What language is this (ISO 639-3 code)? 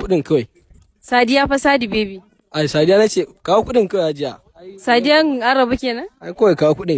hau